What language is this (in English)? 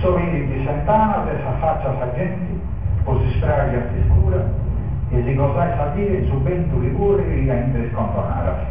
Sardinian